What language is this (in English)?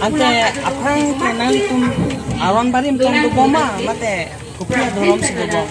Karbi